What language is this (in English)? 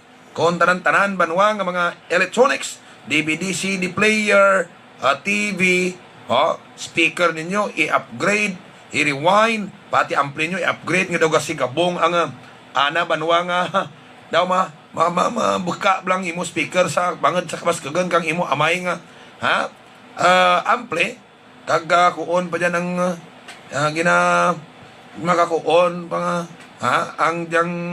Hiligaynon